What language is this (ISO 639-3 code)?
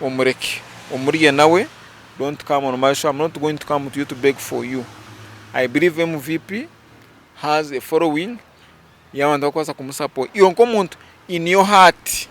nyn